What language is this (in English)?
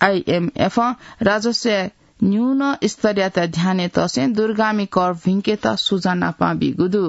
Newari